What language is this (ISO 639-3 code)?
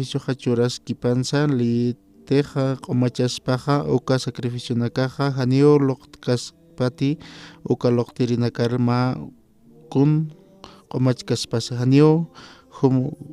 aym